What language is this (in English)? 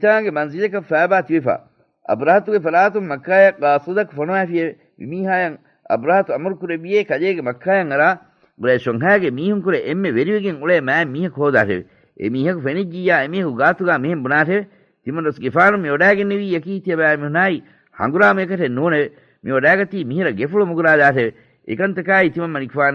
Divehi